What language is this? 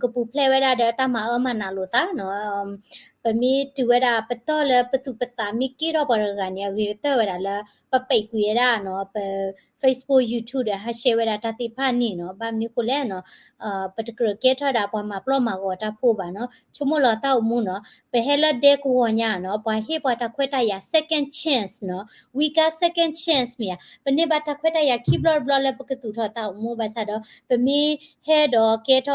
S'gaw Karen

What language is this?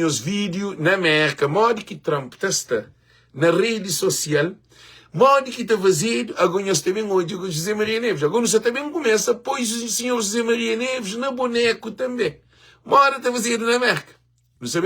Kabuverdianu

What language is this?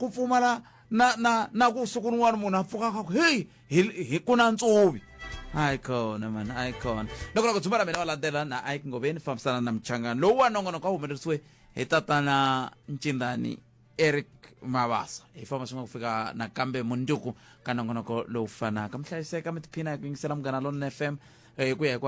Tsonga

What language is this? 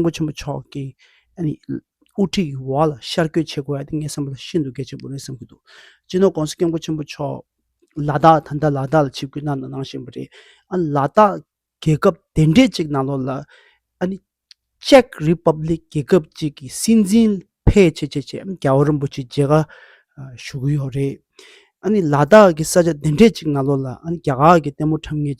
Tibetan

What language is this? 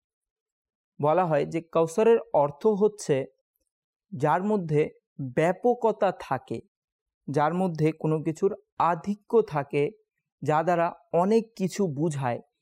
Bangla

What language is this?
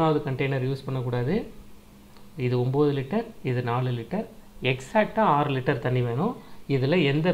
Tamil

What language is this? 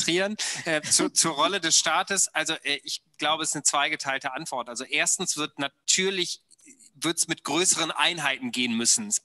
German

